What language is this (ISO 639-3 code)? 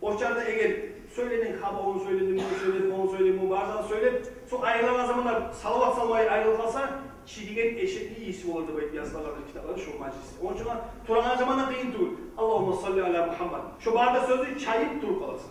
kum